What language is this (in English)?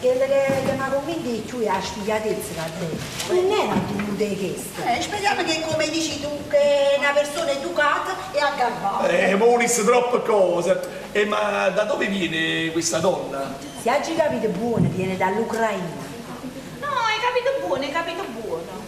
Neapolitan